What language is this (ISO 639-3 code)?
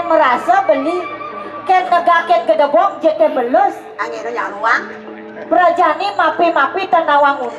ban